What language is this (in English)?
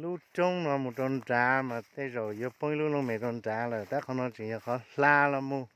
Hmong